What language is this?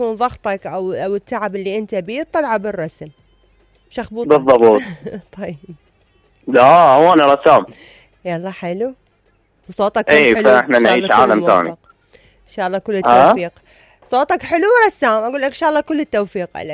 Mesopotamian Arabic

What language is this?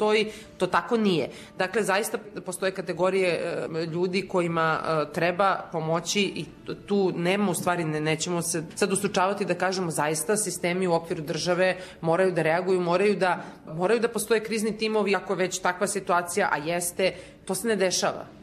Serbian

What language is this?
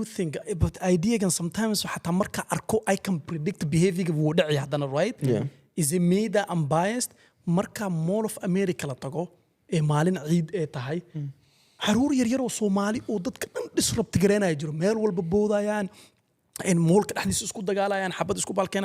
Somali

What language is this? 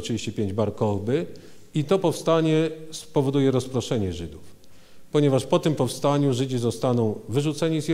Polish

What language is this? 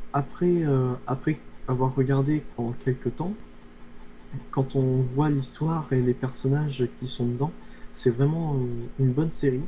French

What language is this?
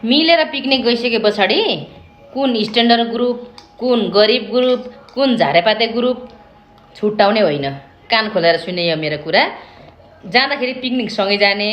Nepali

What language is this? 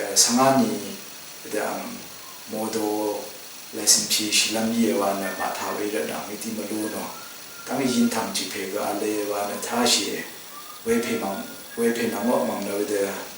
Rawang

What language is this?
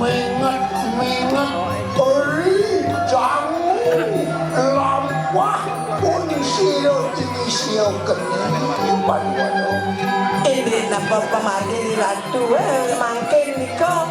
Balinese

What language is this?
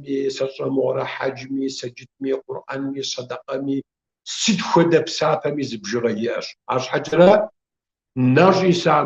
Kabardian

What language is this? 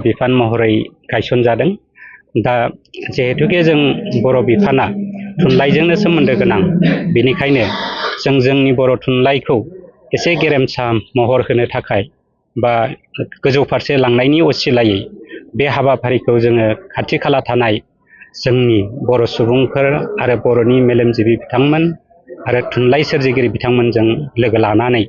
Bodo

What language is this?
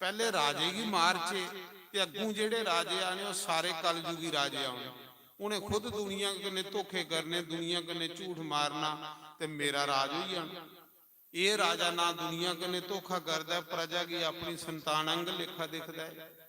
Dogri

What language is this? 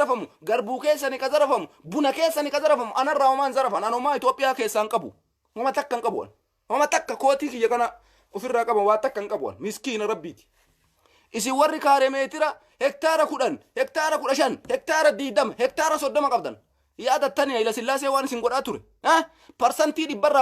Oromo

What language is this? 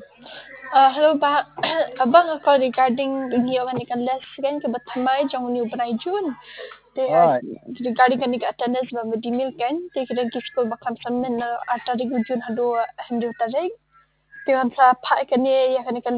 Khasi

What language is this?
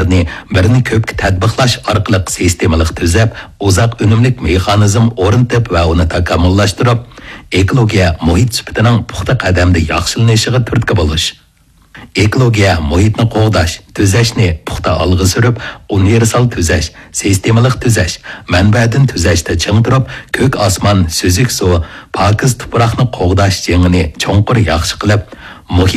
Uyghur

